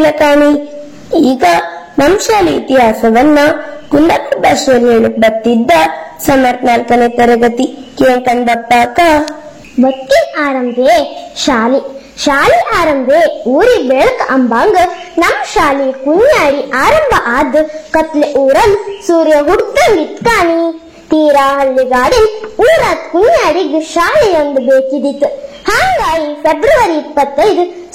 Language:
Kannada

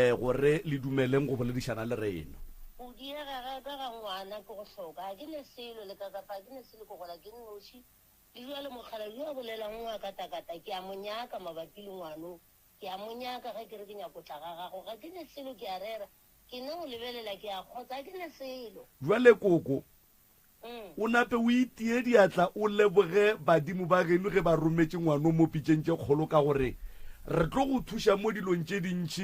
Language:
Northern Sotho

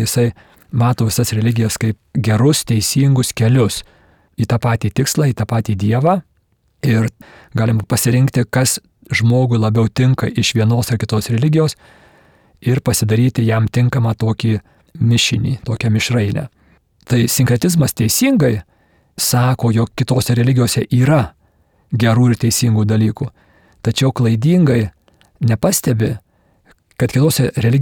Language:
Lithuanian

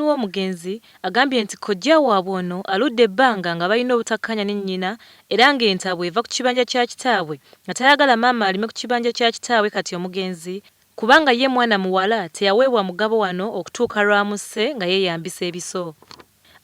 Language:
Ganda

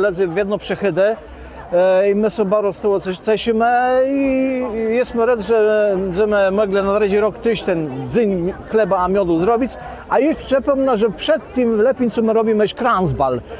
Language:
Kashubian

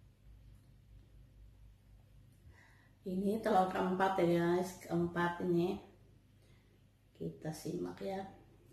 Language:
Indonesian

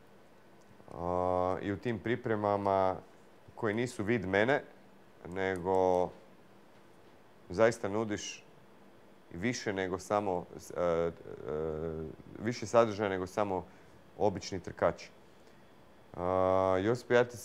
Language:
Croatian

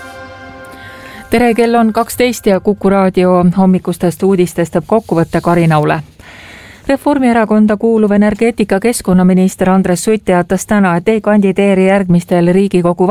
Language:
Estonian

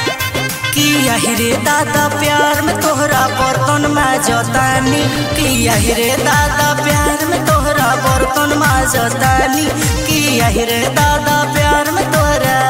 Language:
Bhojpuri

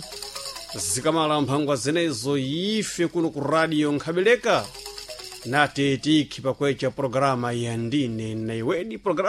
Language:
Sena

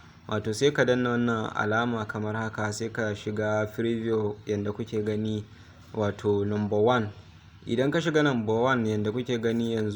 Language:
Hausa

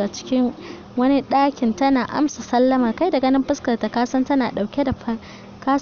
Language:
Hausa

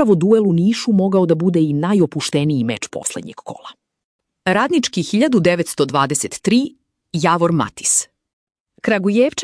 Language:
Serbian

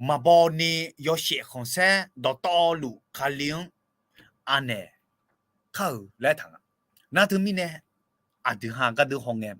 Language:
Akha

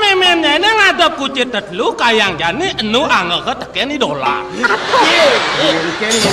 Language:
Balinese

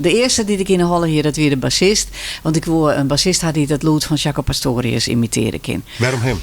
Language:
Western Frisian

